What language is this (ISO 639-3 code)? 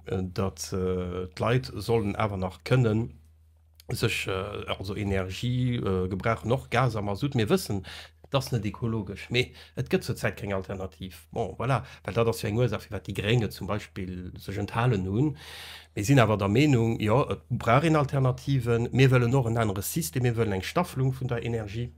ltz